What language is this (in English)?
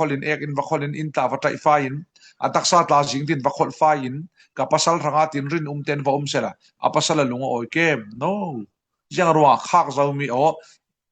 Falam Chin